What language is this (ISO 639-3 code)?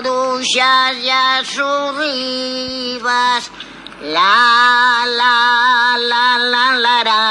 ast